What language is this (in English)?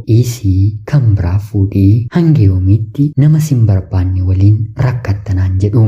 Oromo